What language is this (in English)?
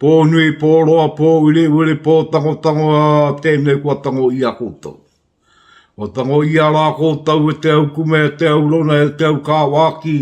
Māori